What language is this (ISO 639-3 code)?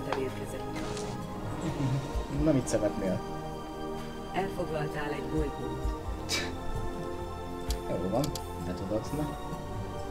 hun